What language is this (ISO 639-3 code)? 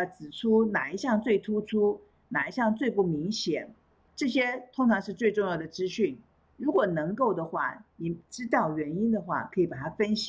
zho